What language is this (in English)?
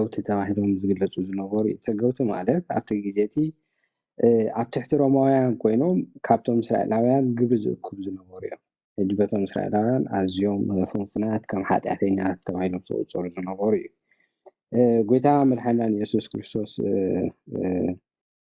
Tigrinya